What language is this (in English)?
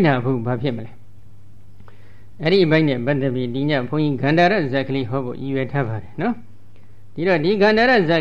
Burmese